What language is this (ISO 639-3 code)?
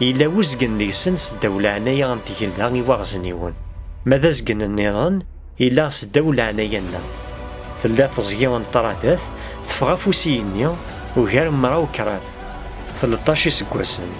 kab